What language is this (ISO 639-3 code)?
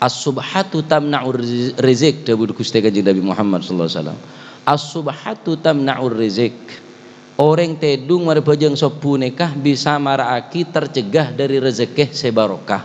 mad